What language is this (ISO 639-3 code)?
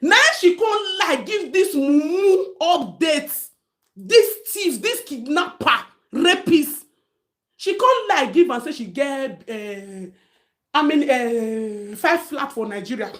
pcm